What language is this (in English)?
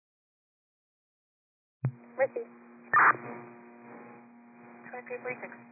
English